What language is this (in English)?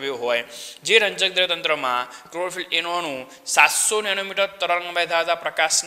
Gujarati